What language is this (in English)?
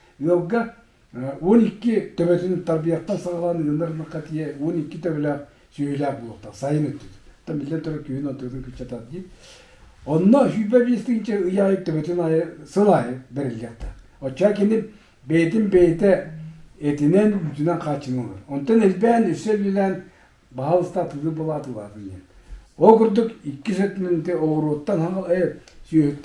Yakut